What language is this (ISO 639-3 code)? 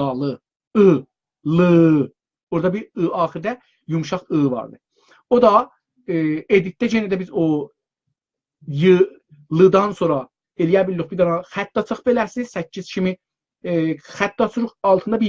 azb